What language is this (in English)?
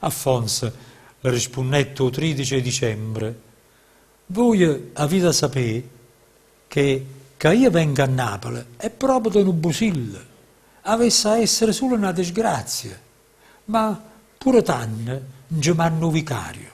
Neapolitan